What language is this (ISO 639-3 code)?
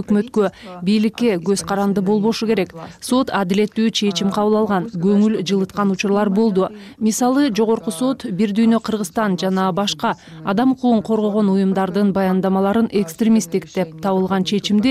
kir